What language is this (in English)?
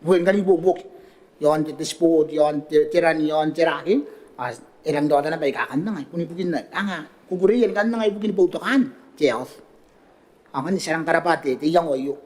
Gilbertese